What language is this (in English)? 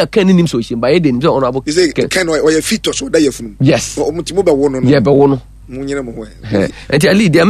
Akan